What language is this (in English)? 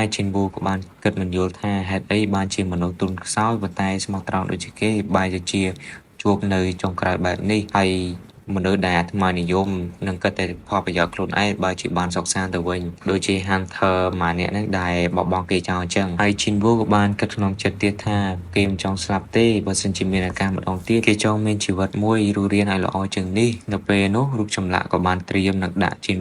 Khmer